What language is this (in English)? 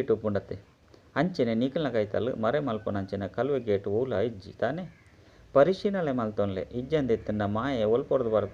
Tulu